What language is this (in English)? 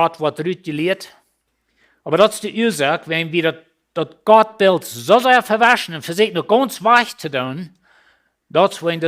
Plautdietsch